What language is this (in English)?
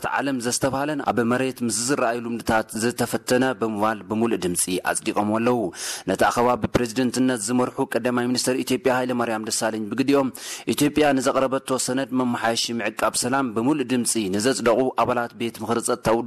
Tigrinya